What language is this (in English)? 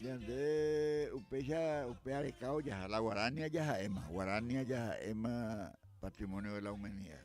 Guarani